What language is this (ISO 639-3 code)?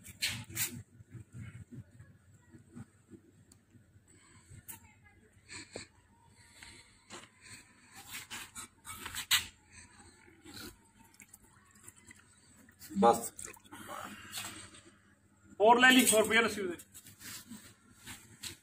pan